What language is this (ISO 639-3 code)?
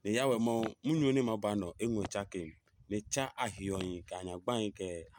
ada